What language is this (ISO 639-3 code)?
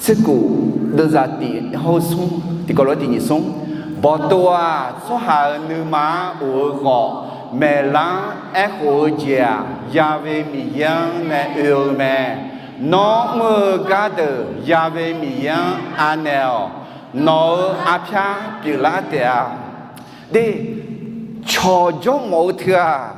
ahk